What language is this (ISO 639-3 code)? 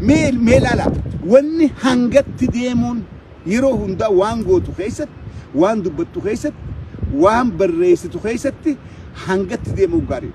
orm